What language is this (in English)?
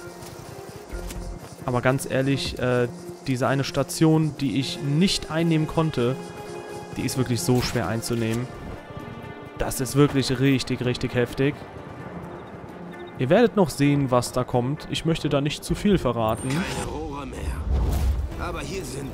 German